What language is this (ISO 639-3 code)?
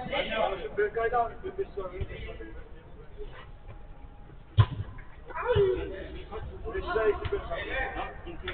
tur